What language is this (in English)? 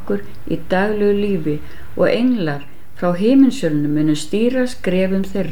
Icelandic